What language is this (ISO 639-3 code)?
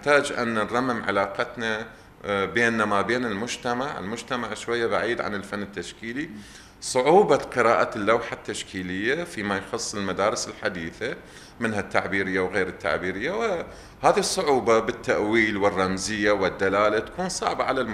acm